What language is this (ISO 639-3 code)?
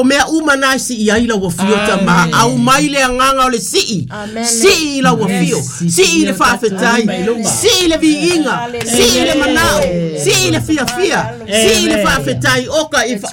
smo